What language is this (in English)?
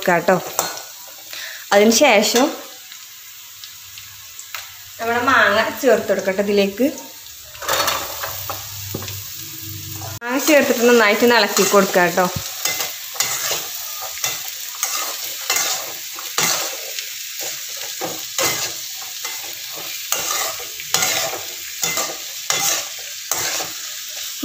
Malayalam